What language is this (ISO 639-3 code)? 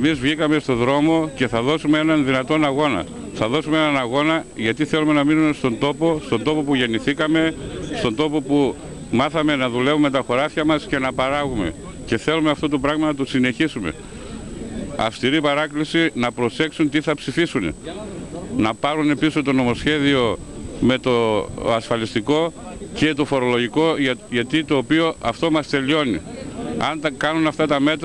ell